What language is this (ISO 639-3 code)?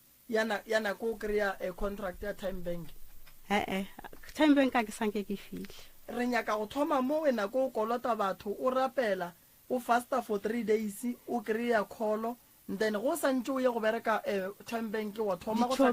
nso